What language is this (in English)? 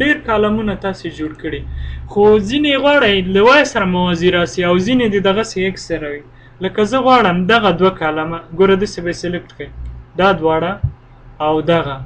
Pashto